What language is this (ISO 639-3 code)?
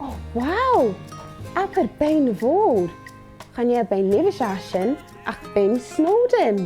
gla